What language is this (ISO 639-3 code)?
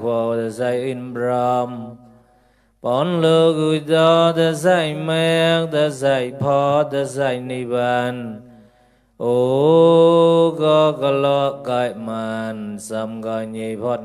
mnw